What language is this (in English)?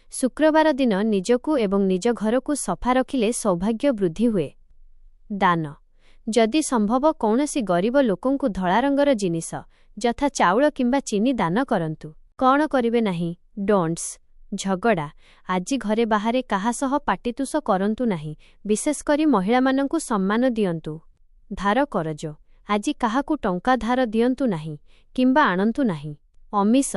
Odia